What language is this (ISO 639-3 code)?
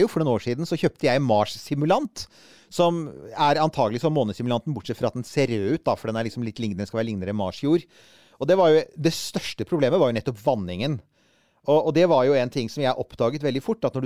nor